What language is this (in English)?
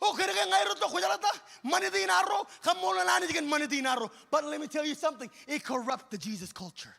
Marshallese